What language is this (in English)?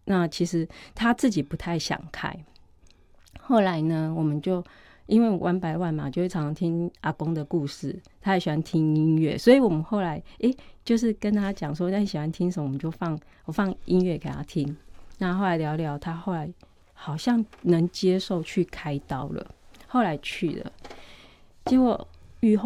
Chinese